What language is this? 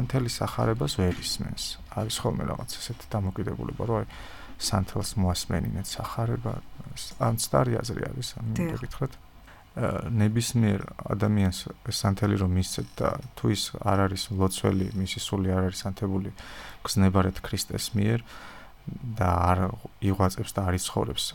Georgian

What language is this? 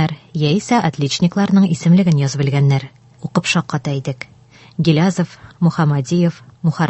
Tatar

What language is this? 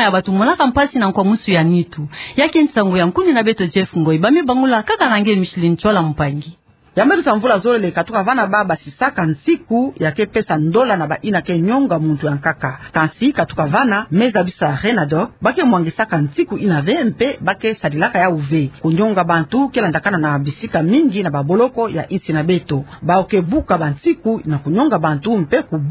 Kituba (Democratic Republic of Congo)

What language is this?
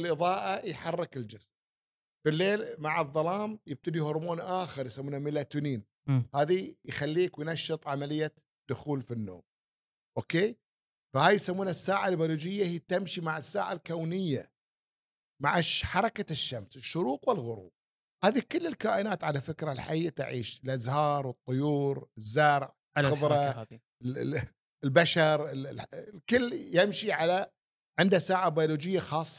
Gulf Arabic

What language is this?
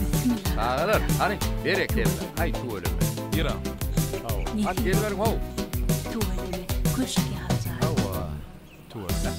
Turkmen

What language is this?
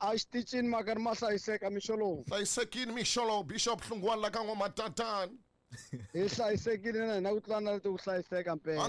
Tsonga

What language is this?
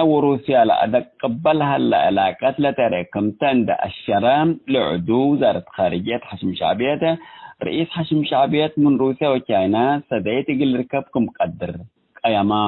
Tigre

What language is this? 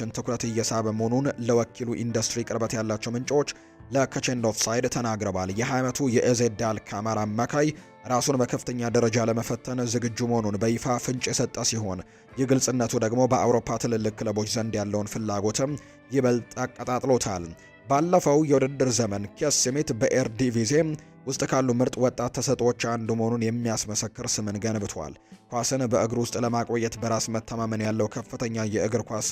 Amharic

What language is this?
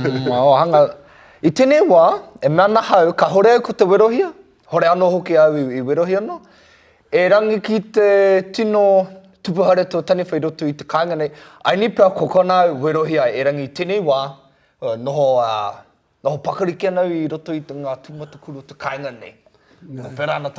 Māori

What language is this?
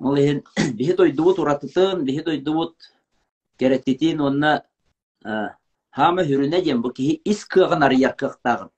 Yakut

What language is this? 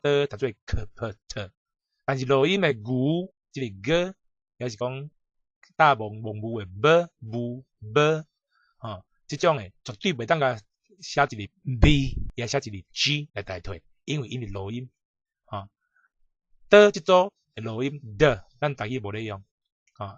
Min Nan Chinese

